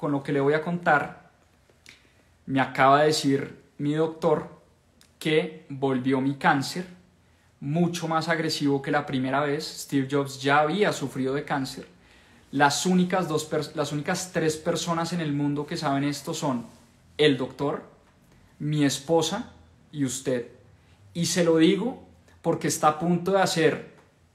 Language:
Spanish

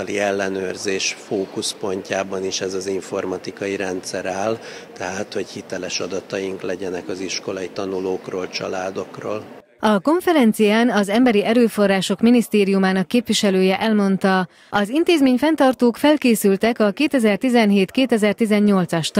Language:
Hungarian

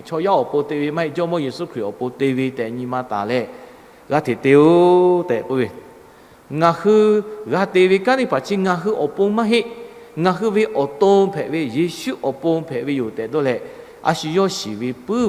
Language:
Lahu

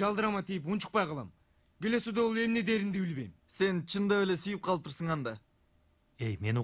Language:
Kyrgyz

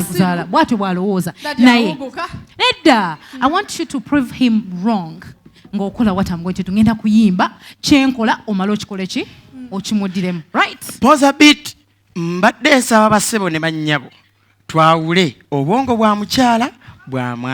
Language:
Ganda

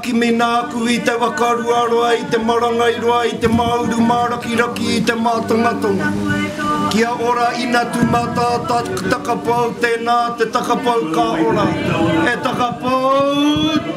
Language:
Māori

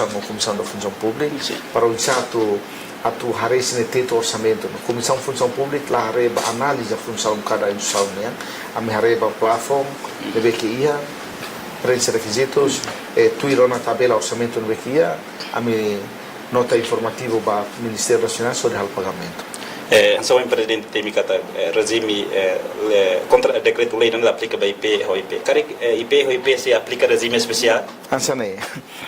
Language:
Tetum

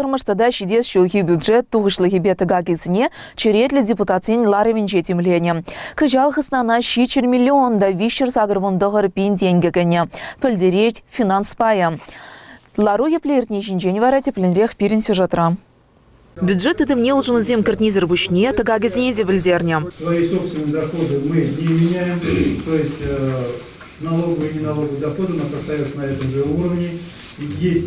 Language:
Chuvash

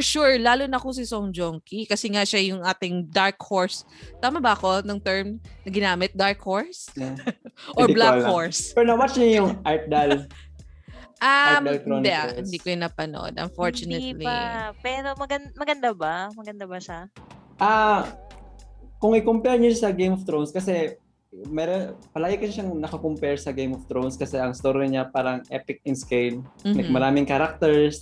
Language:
Filipino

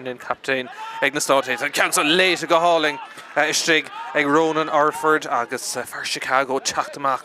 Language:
Irish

